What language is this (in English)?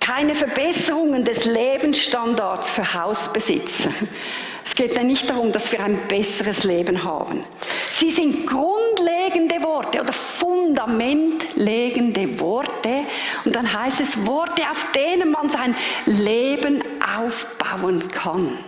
Swiss German